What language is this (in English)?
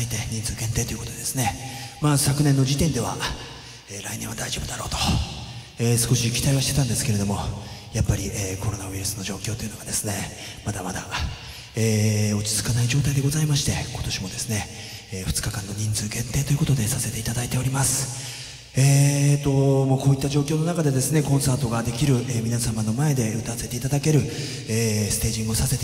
Japanese